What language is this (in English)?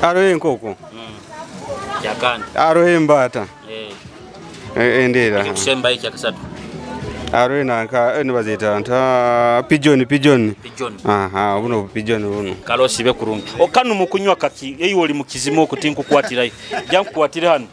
Nyoro